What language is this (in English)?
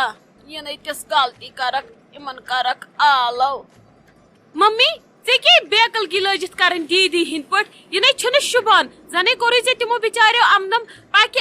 Kashmiri